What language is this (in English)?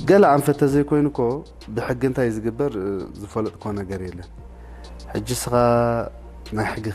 Tigrinya